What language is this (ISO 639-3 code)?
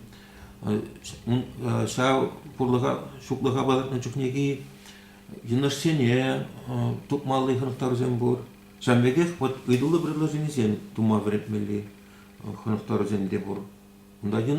chv